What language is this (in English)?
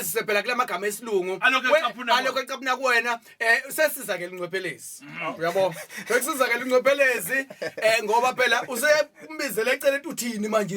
Zulu